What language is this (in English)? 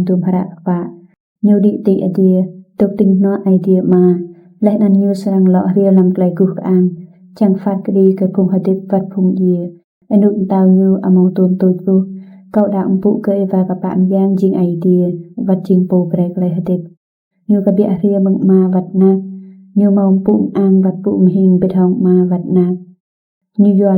Rade